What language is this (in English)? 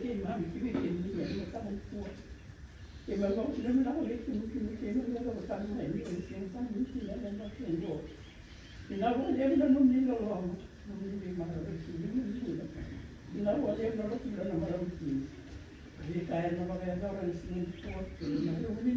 Fijian